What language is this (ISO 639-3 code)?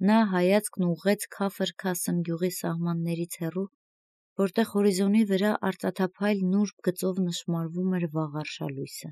hye